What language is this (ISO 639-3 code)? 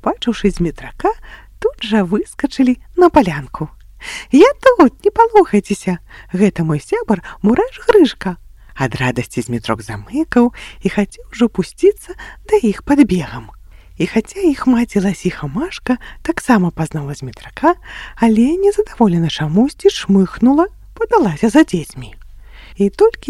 bel